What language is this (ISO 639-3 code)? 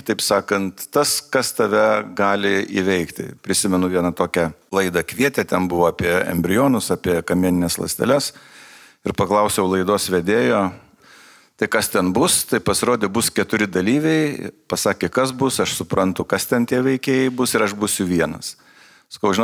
lit